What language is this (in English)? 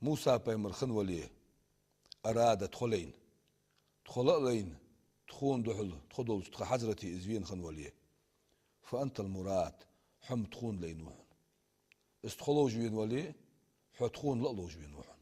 Ingush